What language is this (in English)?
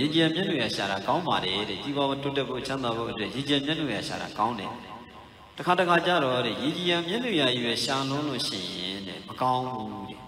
Burmese